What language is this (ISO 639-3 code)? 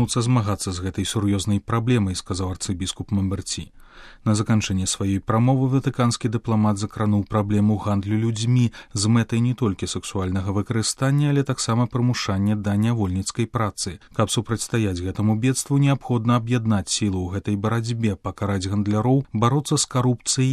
bel